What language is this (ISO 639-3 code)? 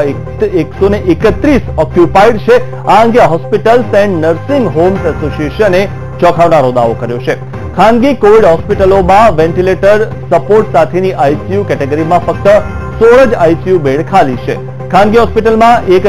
guj